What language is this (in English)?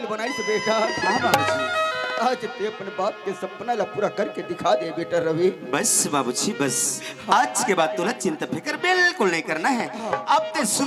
Chhattisgarhi